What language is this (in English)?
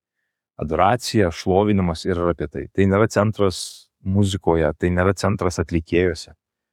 Lithuanian